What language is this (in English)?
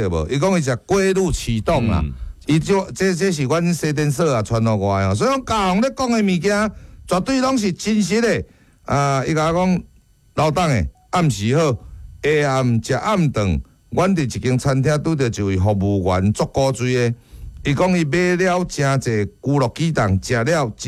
Min Nan Chinese